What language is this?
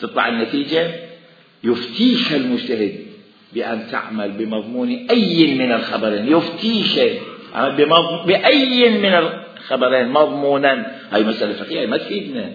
Mesopotamian Arabic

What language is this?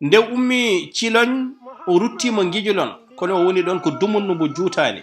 Fula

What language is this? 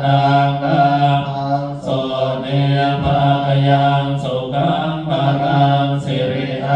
Pali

